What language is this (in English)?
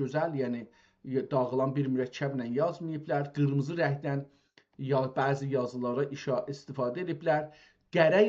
South Azerbaijani